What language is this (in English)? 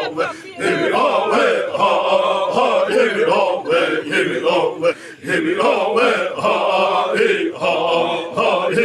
Xavánte